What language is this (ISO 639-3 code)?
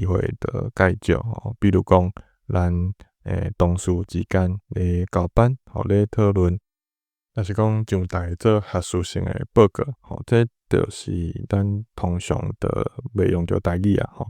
nan